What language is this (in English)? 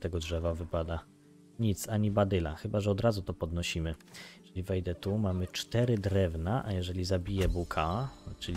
Polish